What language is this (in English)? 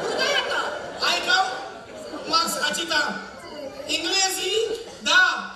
Konkani